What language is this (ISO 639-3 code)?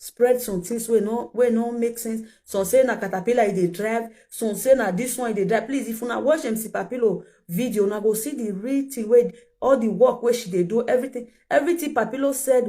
pcm